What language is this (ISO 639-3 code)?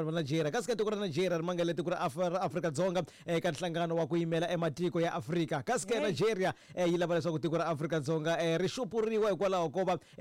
tso